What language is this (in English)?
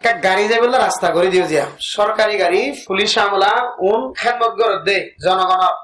Rohingya